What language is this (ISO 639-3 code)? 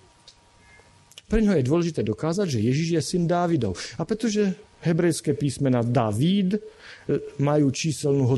slk